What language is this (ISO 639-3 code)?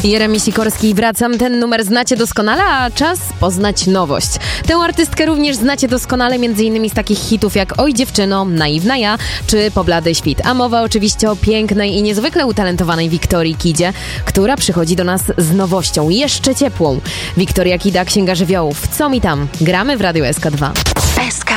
pol